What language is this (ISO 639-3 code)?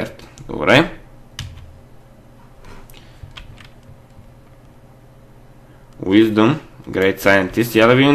bul